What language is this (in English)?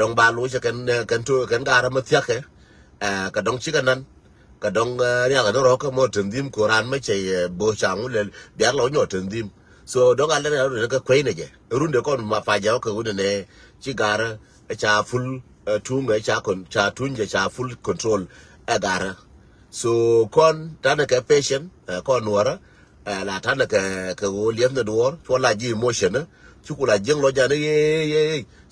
Nuer